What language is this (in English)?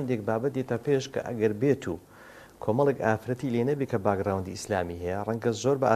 Central Kurdish